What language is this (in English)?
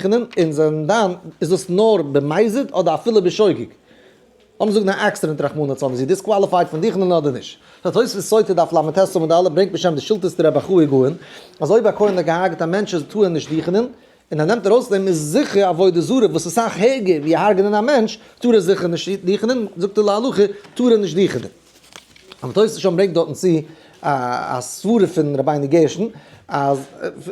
Yiddish